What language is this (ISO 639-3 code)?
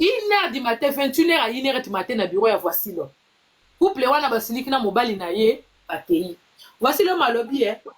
lin